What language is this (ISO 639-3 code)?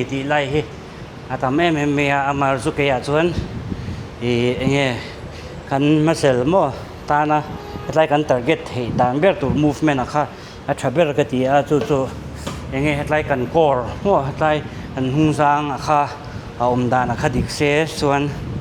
lus